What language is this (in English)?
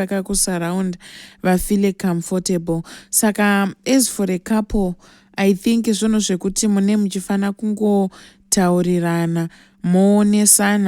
Shona